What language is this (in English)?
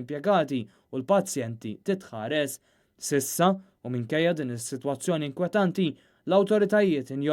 Maltese